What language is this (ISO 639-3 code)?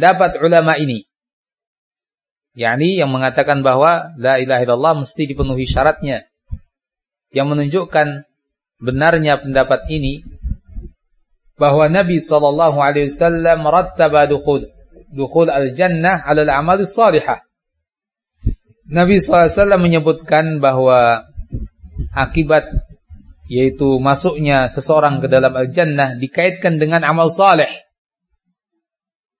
ind